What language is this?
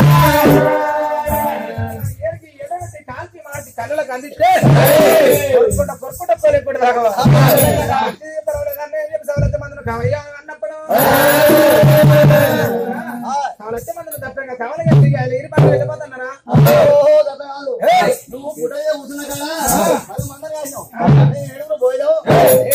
Telugu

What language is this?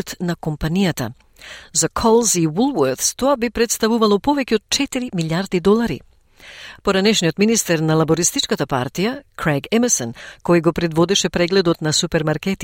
Macedonian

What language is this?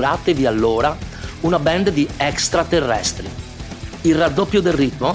Italian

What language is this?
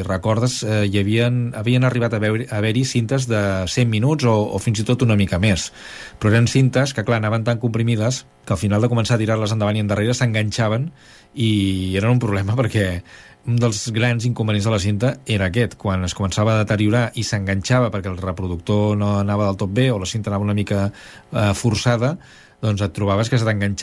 Catalan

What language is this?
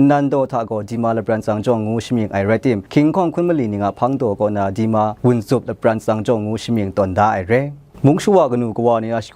Kachin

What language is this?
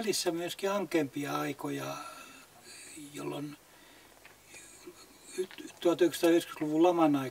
Finnish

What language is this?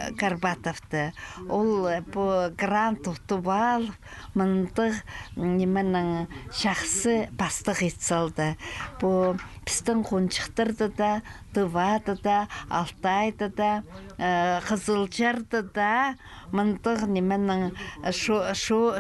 Khakas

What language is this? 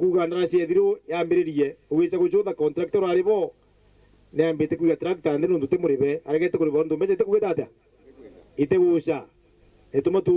Meru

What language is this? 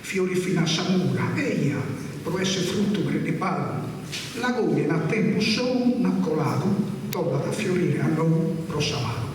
Sardinian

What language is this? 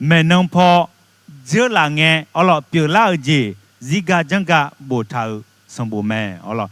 Akha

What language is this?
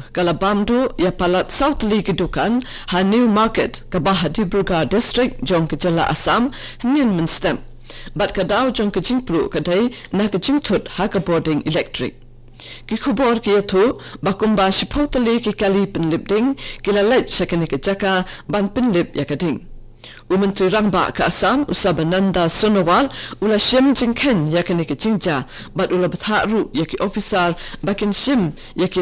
Khasi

